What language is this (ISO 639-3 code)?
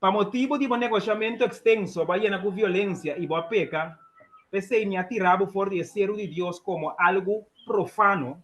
pap